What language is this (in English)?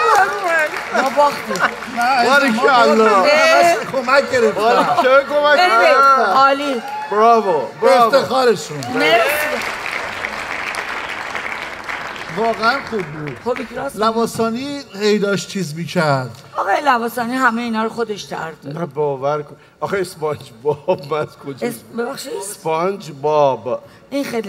Persian